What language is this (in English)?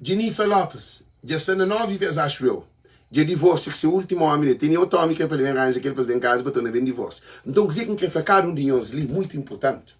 Kabuverdianu